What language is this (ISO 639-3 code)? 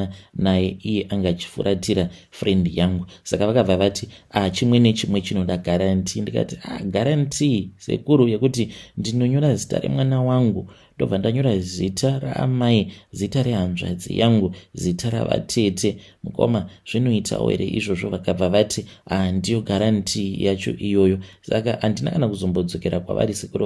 sna